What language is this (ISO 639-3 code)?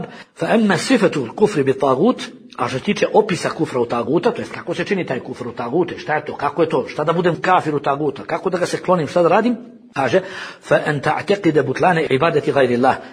bos